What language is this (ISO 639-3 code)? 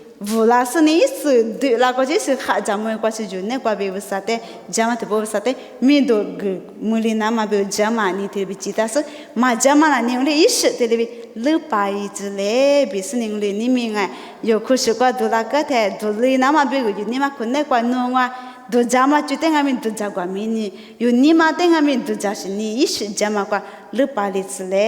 lis